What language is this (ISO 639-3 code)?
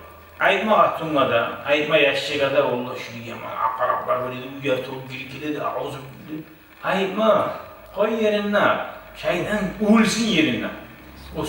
kum